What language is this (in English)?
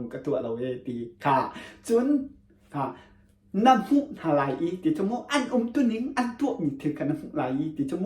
Hakha Chin